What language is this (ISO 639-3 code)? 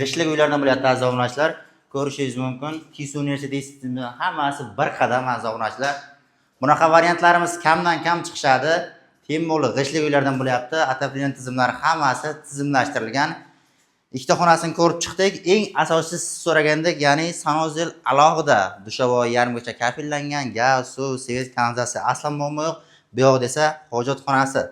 uzb